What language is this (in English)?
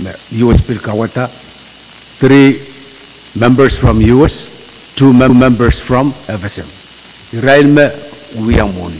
Pohnpeian